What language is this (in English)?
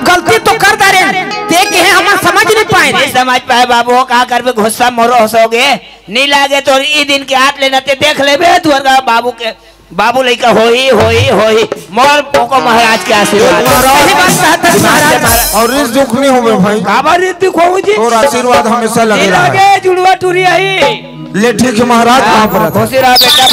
Chhattisgarhi